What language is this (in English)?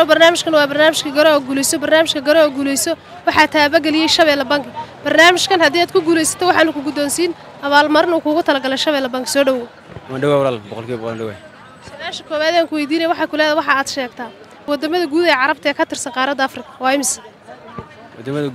Somali